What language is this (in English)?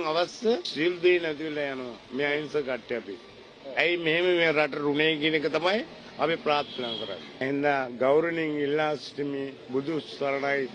Sinhala